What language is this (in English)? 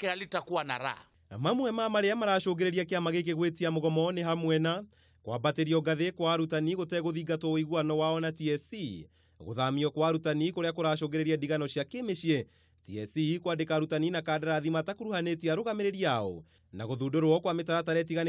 Kikuyu